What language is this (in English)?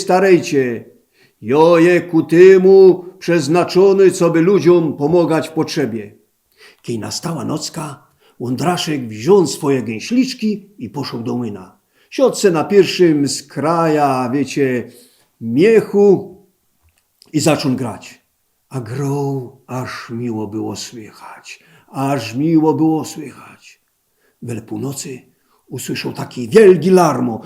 Silesian